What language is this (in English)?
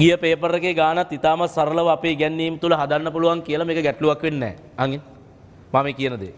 Sinhala